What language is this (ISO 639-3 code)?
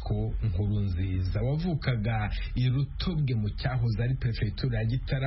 kin